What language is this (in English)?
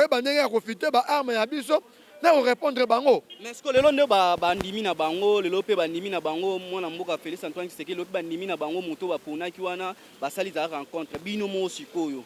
Lingala